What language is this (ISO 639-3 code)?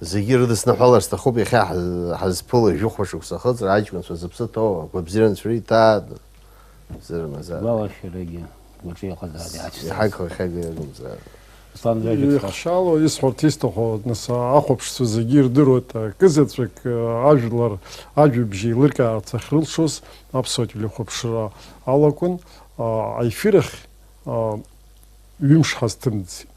abk